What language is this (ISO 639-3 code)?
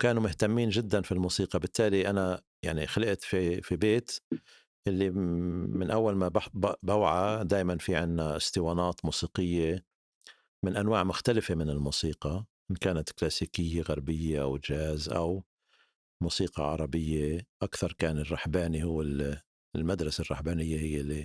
apc